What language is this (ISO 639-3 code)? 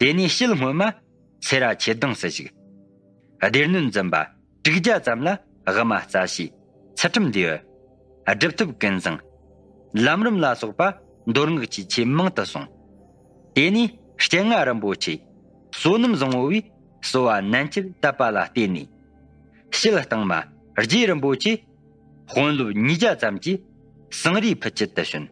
bod